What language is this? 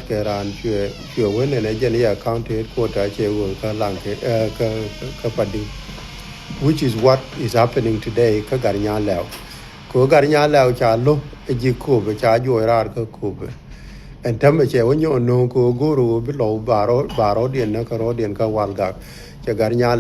Nuer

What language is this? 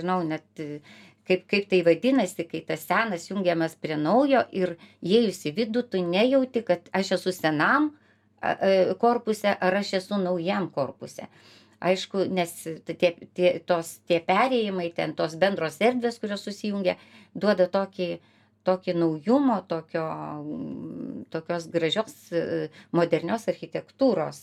Lithuanian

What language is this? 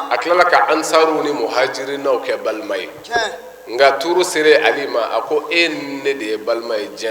Bambara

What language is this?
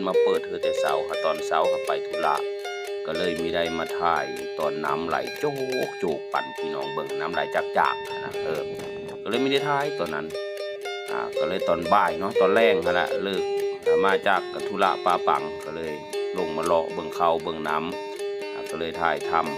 Northeastern Thai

